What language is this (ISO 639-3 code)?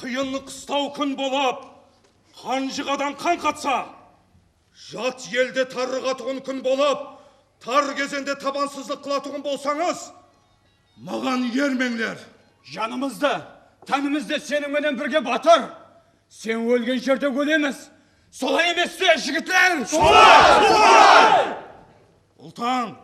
kaa